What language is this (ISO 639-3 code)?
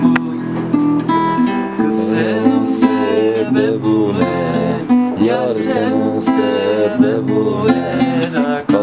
tur